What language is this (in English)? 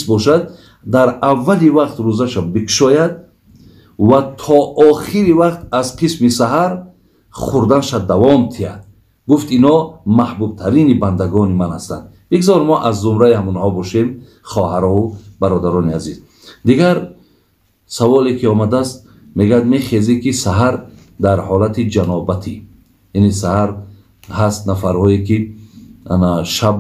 Tajik